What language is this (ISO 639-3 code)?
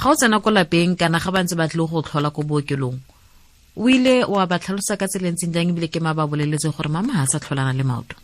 tsn